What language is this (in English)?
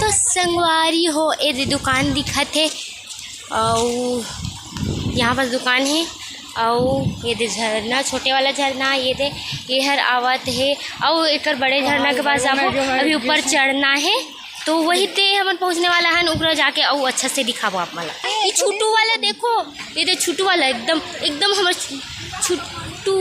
Chhattisgarhi